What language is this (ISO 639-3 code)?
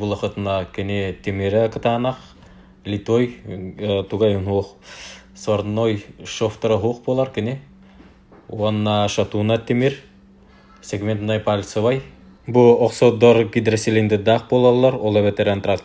sah